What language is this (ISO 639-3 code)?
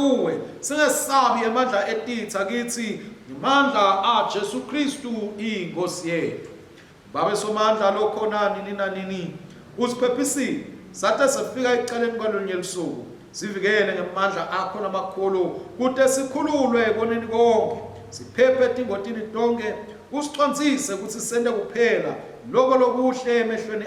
ssw